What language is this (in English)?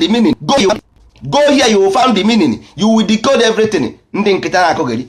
Igbo